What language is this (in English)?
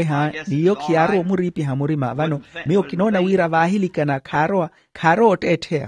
Makhuwa